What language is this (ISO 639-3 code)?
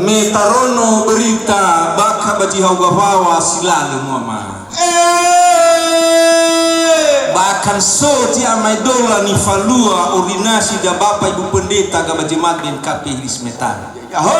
nia